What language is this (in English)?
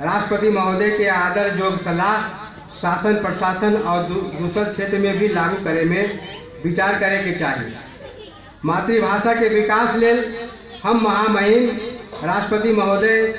Magahi